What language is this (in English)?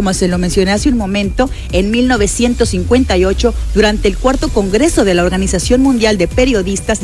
Spanish